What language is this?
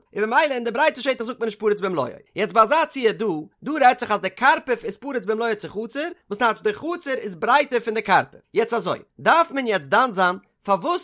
Yiddish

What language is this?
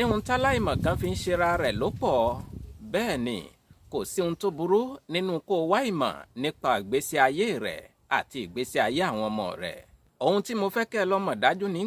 Yoruba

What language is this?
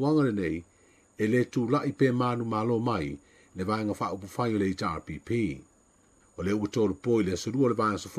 Samoan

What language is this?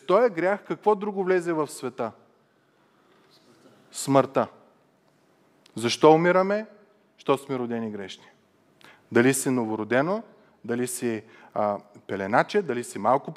Bulgarian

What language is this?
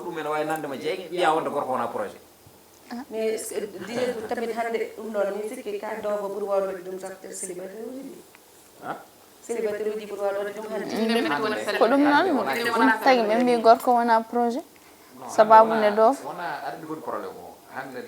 Fula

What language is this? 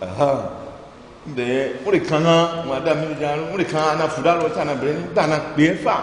Ifè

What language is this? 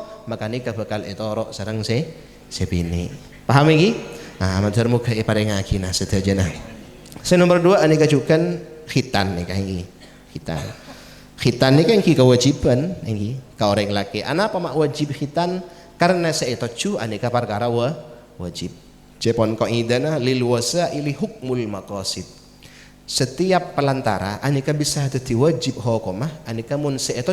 Madurese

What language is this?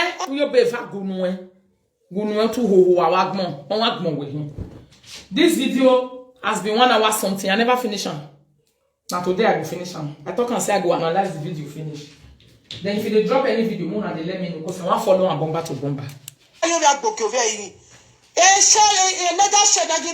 Nigerian Pidgin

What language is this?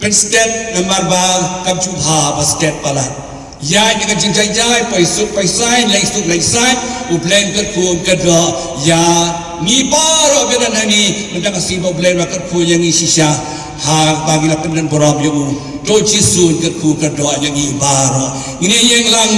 Khasi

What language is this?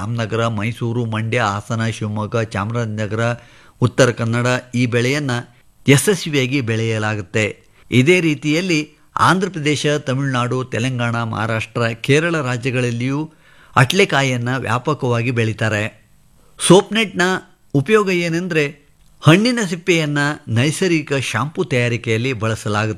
Kannada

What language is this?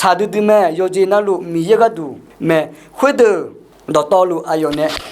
Akha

